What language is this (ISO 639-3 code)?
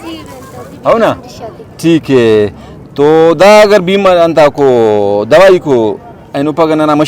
brh